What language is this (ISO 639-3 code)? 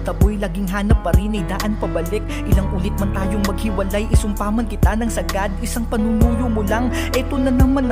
fil